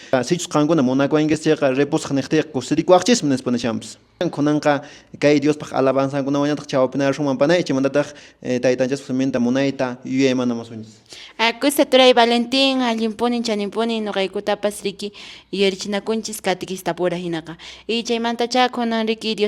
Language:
Quechua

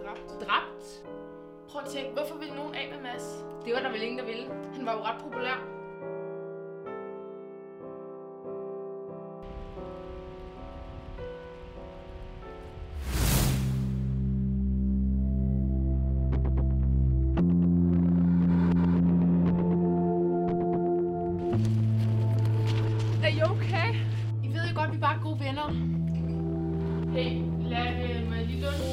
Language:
Danish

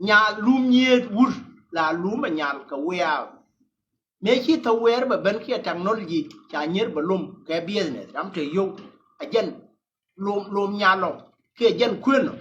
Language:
Nuer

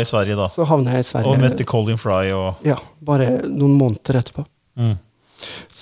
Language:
Norwegian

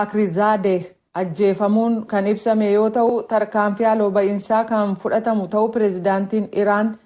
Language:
Oromo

